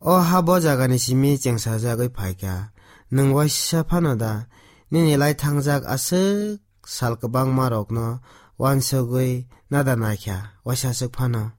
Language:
Kok Borok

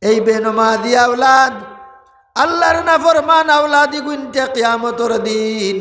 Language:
Sylheti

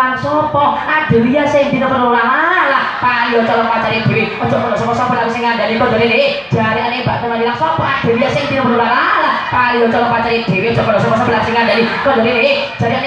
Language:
Javanese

